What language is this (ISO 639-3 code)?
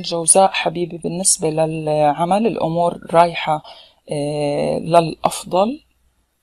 ara